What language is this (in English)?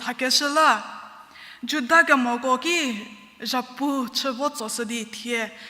Angami Naga